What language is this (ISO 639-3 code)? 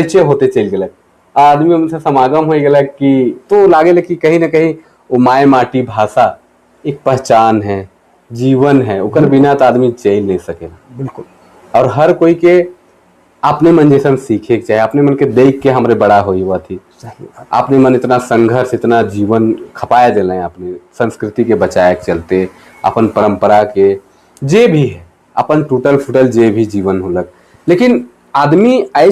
sck